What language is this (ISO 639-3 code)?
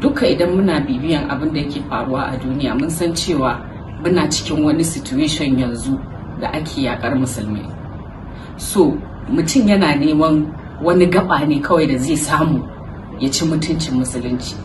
hau